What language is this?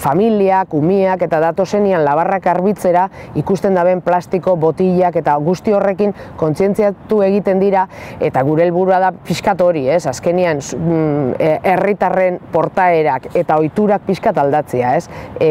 Basque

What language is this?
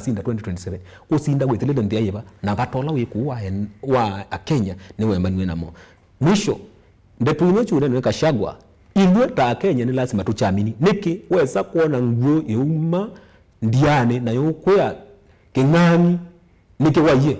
Kamba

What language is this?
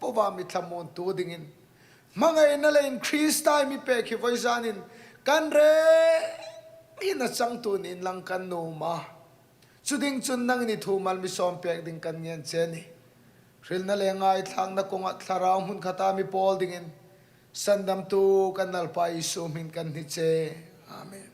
Hmar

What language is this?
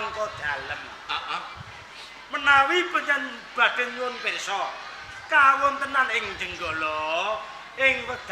Javanese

